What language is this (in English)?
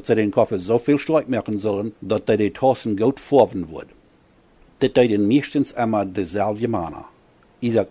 Plautdietsch